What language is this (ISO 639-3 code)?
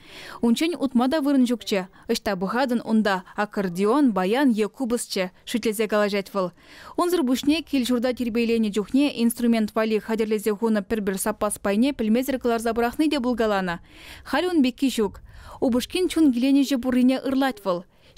chv